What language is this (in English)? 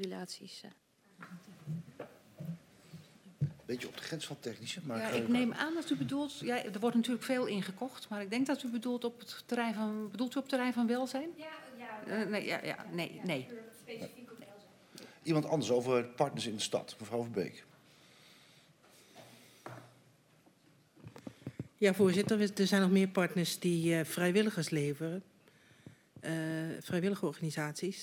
Dutch